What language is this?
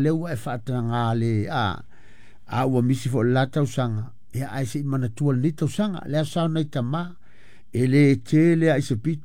Samoan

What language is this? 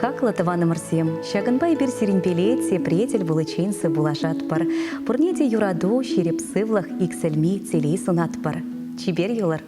Chuvash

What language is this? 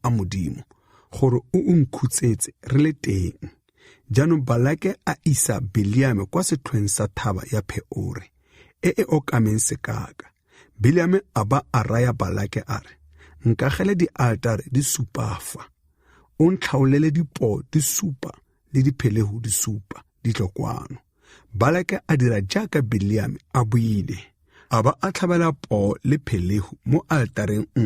Tswana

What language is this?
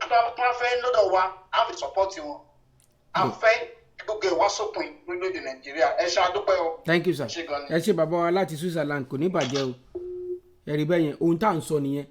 Yoruba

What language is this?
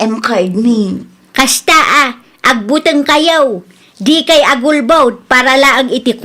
Iloko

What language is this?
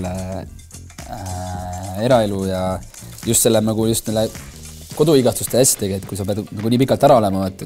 Estonian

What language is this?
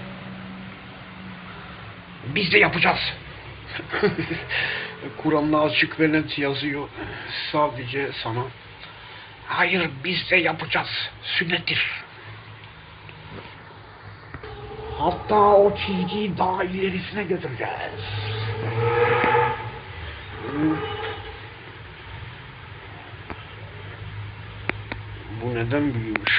Turkish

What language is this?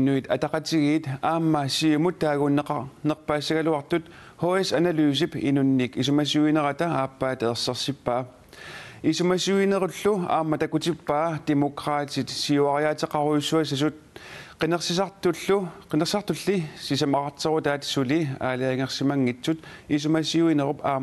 Kalaallisut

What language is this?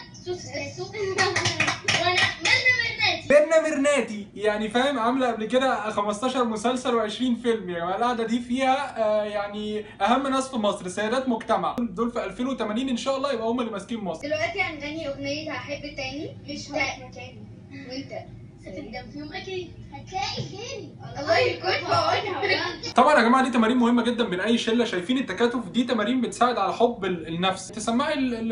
Egyptian Arabic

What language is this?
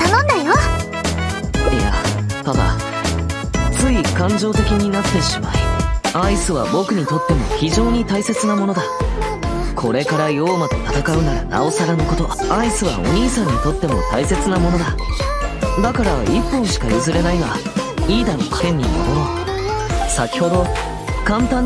Japanese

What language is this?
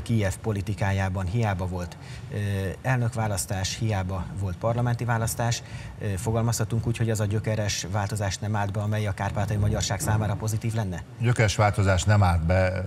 Hungarian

